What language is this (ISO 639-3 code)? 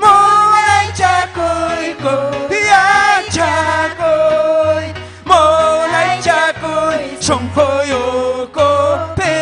quy